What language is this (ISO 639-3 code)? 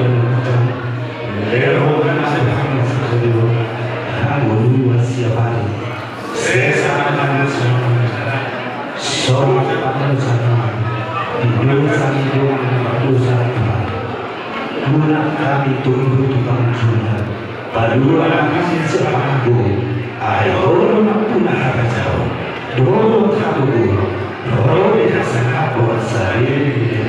bbc